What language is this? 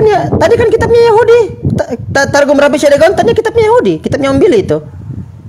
Indonesian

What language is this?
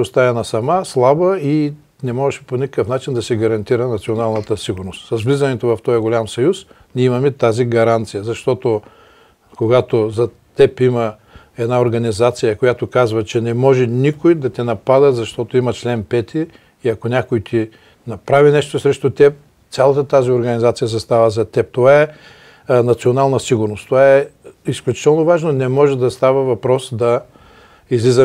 Bulgarian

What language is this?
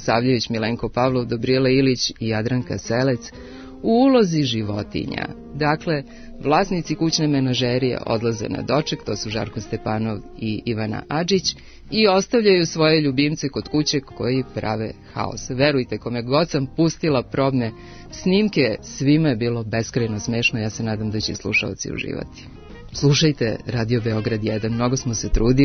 Serbian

